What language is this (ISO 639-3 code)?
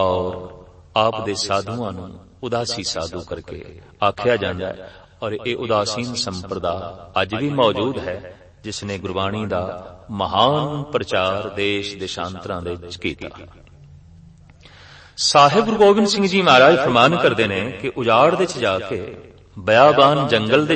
pan